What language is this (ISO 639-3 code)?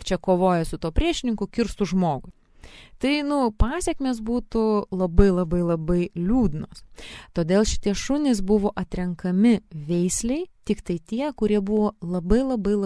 lit